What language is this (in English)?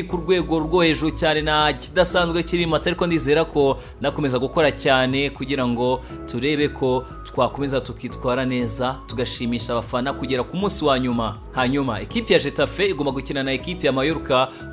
Kinyarwanda